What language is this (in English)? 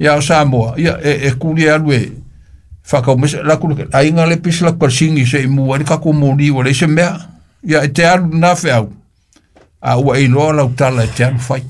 Samoan